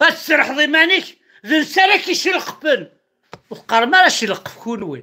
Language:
Kabyle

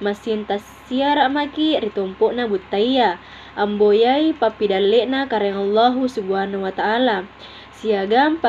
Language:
Makasar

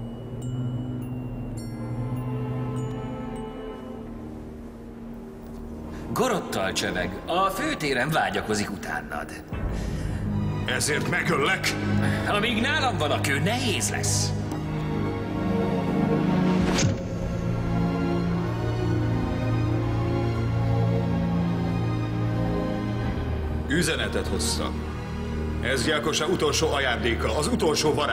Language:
Hungarian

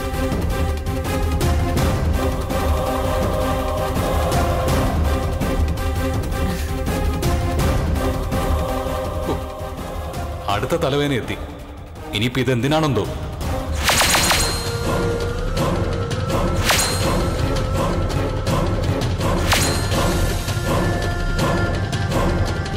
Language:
Malayalam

